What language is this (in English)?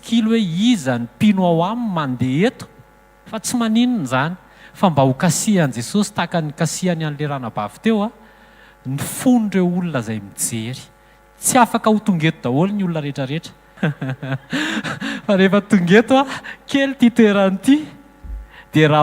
Malagasy